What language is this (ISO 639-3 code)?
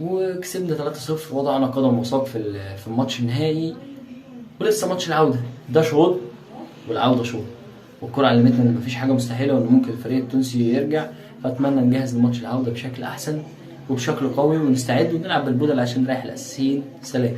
arz